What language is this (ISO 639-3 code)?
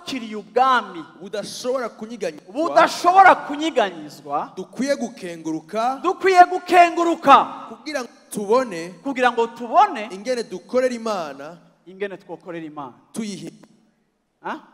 run